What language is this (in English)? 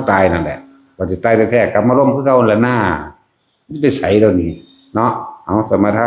Northeastern Thai